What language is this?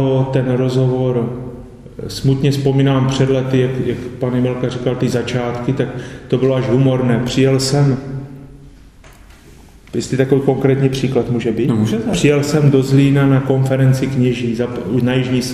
Czech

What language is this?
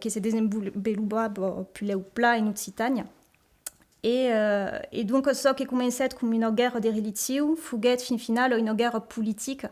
Occitan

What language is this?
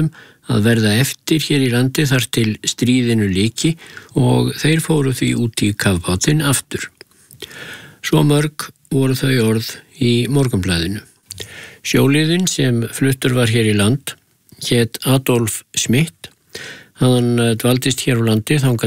Icelandic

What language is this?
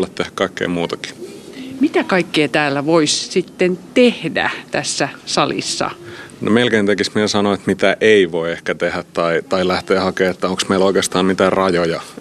Finnish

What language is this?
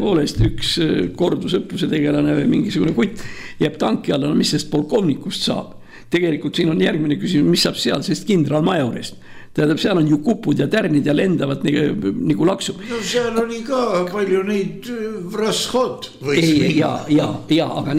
Estonian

